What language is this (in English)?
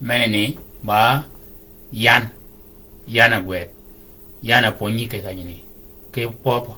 Shilluk